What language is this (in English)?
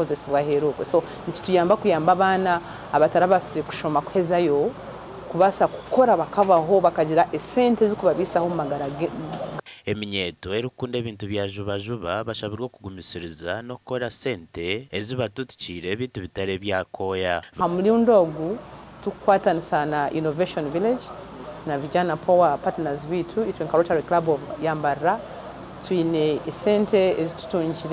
Nyankole